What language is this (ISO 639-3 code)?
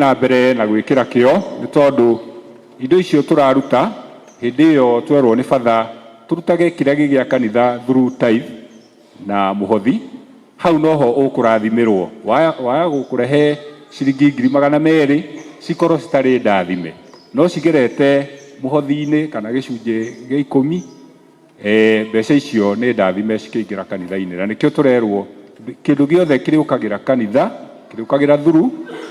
kik